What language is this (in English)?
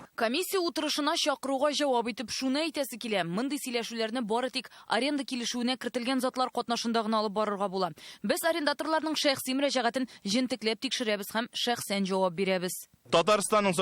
Tatar